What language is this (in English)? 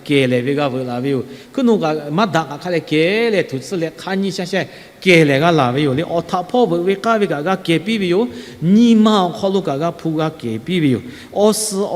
Lahu